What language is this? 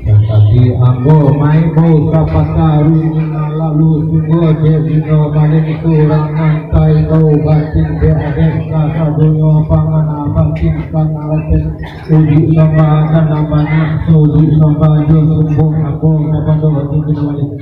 Minangkabau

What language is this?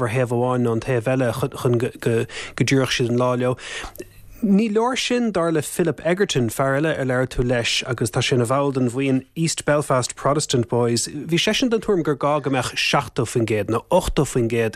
Irish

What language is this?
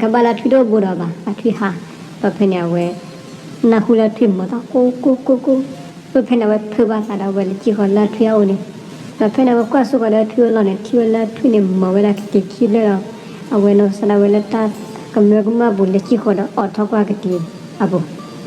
S'gaw Karen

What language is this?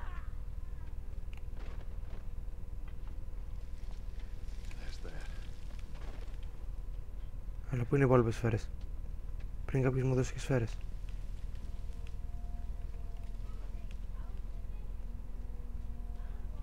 Greek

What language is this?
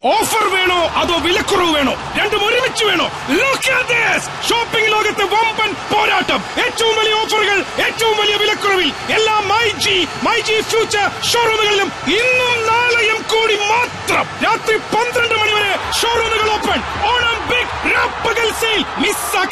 Malayalam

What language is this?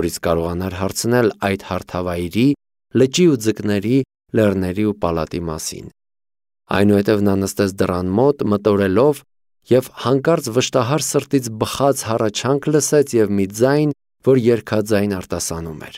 Armenian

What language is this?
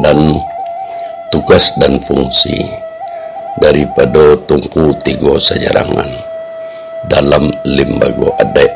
Minangkabau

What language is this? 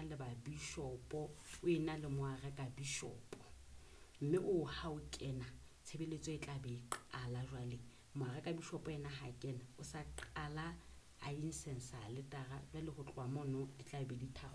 Southern Sotho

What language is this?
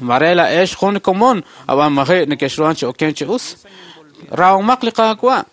Kekchí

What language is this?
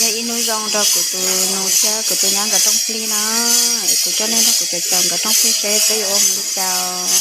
Hmong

